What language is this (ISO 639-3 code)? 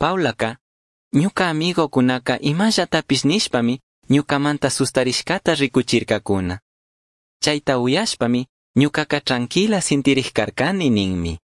qug